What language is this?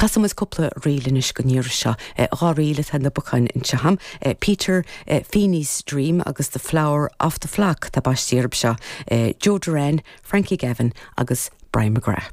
Irish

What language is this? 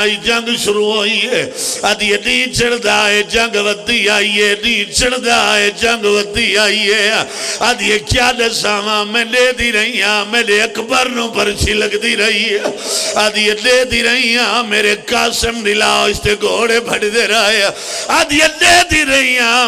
Pahari-Potwari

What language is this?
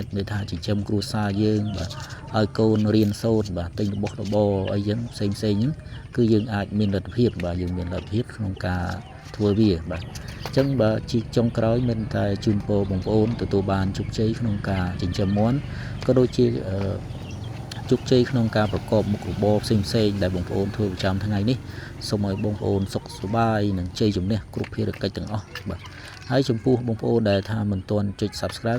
Khmer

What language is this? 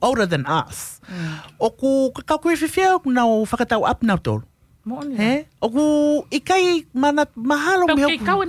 Tongan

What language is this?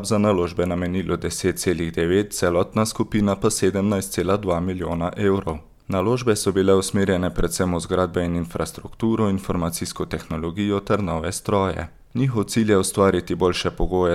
Slovenian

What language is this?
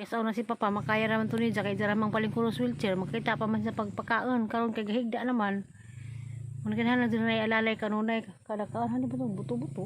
Cebuano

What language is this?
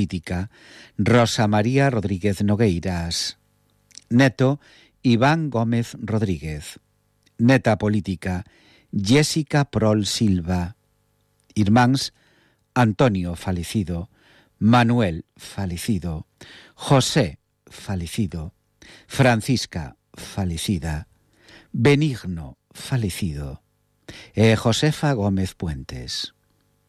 Galician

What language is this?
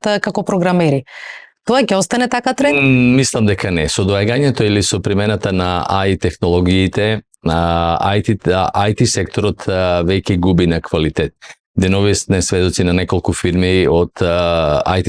Macedonian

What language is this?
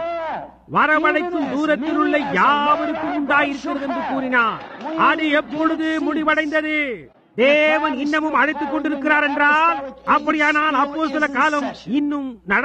Tamil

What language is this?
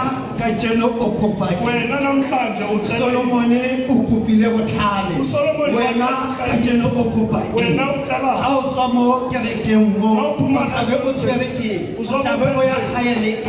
Tswana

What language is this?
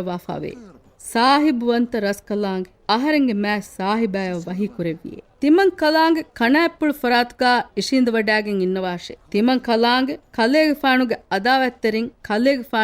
Divehi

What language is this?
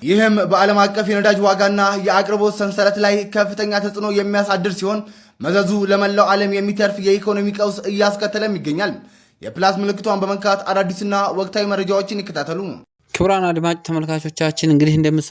Amharic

